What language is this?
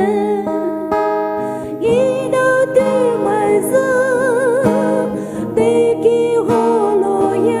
Poumei Naga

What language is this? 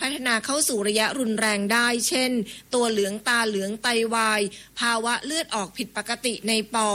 Thai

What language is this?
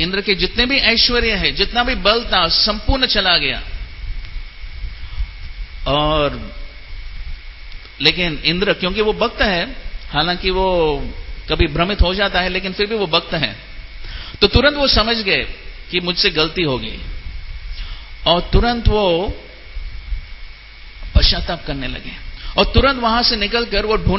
Hindi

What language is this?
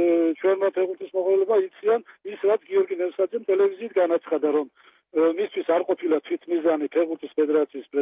Georgian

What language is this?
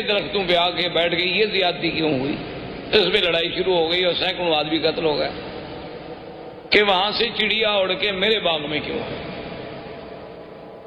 Urdu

